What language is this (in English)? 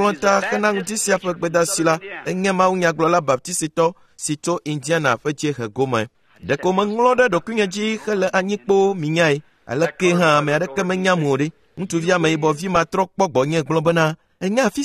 Ewe